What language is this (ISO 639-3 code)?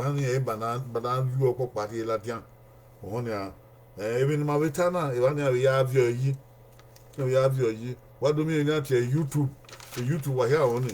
bin